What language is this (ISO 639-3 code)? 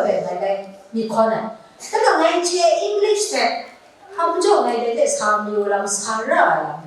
kac